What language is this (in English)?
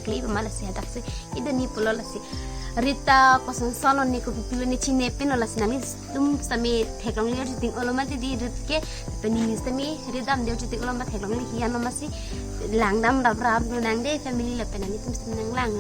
Karbi